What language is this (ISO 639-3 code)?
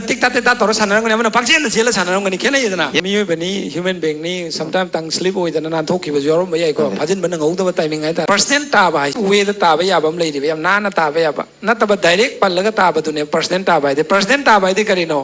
mni